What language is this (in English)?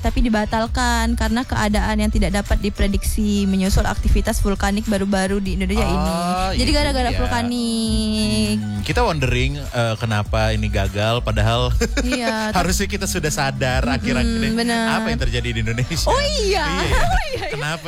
Indonesian